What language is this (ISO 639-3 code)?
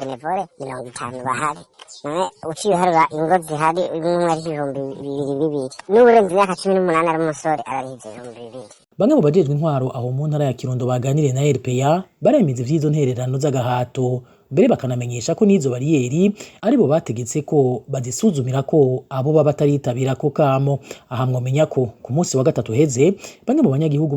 run